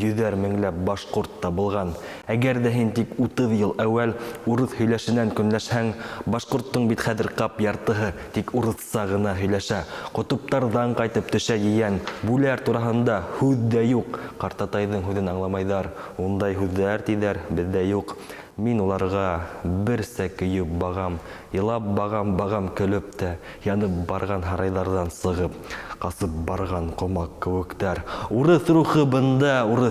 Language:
Bashkir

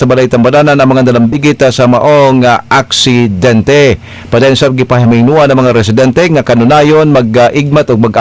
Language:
Cebuano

